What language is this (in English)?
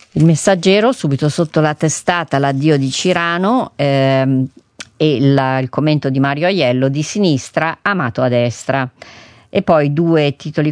Italian